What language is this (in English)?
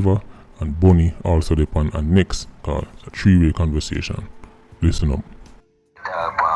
Jamaican Creole English